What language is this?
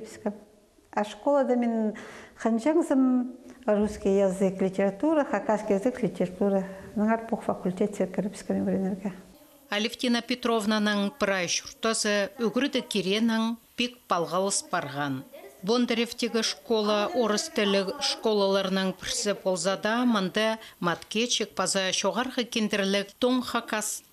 Khakas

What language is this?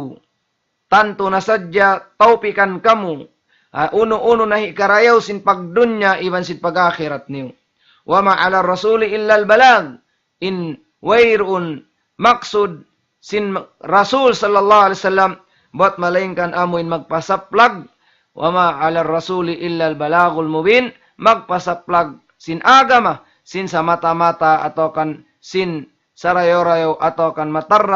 Tausug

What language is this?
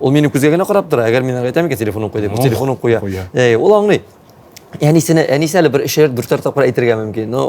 Tatar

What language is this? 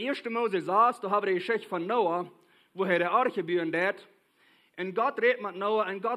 Plautdietsch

